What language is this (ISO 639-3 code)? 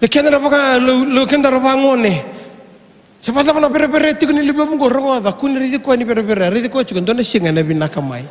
fij